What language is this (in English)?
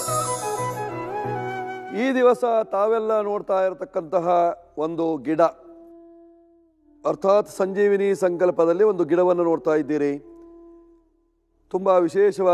Kannada